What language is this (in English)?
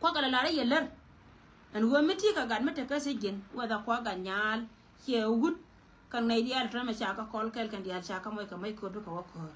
Nuer